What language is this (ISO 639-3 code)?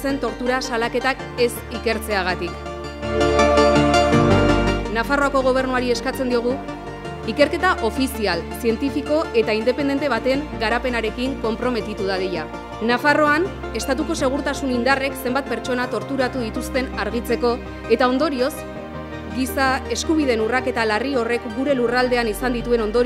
eus